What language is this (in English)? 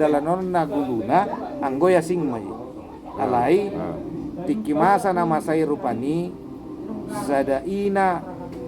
Batak Toba